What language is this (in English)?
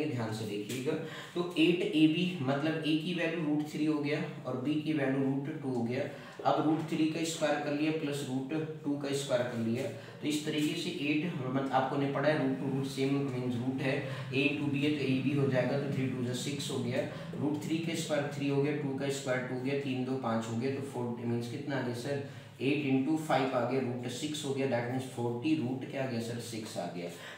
Hindi